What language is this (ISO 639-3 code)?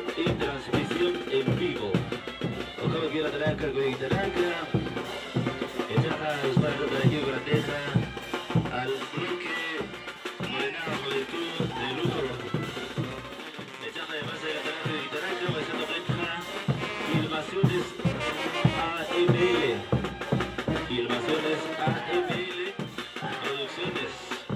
spa